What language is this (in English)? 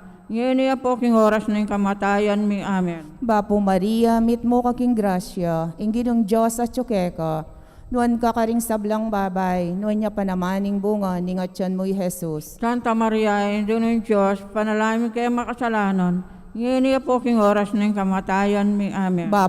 Pampanga